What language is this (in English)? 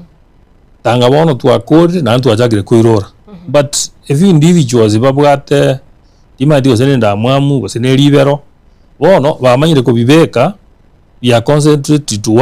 Gusii